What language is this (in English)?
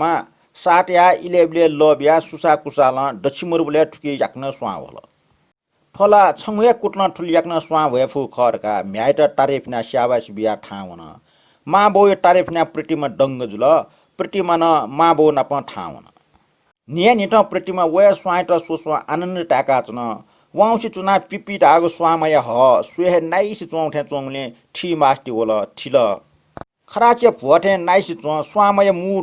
Newari